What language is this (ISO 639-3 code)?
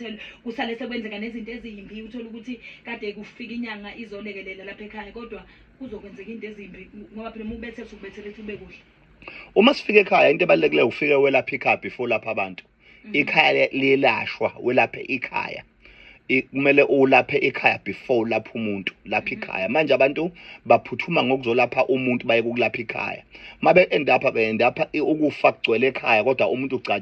zul